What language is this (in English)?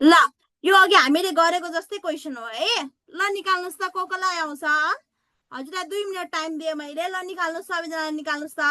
Nepali